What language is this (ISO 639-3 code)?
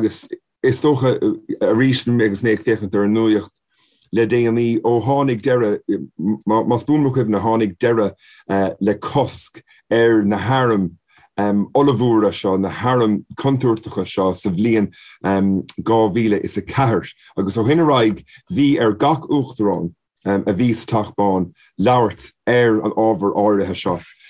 gle